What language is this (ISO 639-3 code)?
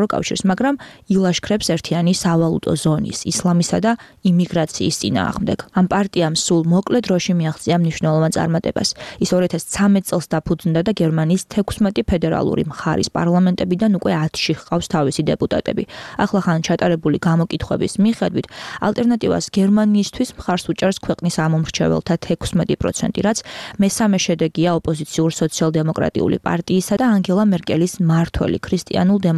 kat